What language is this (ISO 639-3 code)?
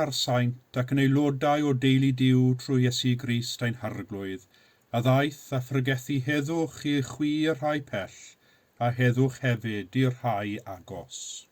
cym